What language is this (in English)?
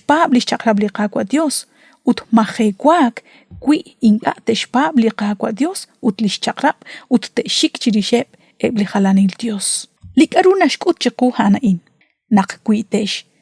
Kekchí